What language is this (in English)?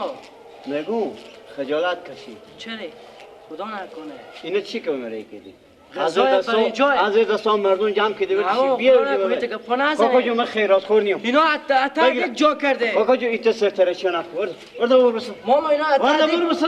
Persian